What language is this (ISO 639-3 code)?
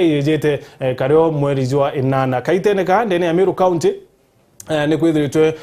mer